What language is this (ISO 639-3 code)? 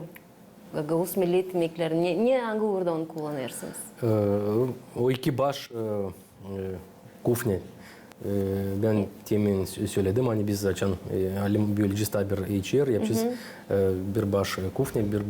gag